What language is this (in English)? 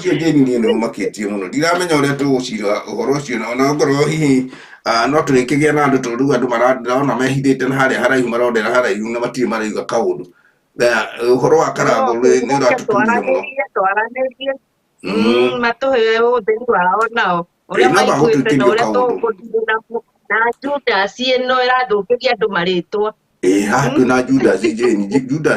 Kikuyu